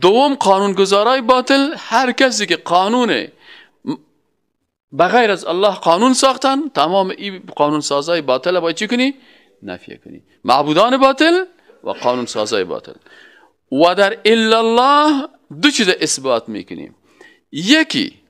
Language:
Persian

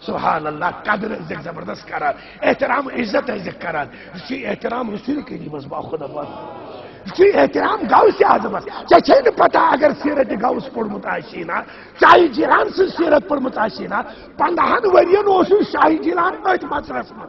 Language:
Kashmiri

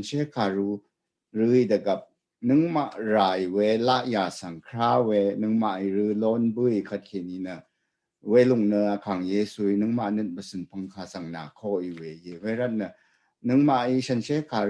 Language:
Rawang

